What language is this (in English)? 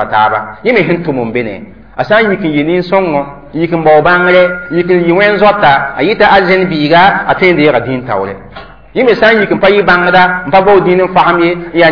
Mossi